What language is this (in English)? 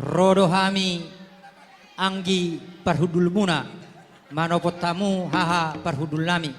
Batak Toba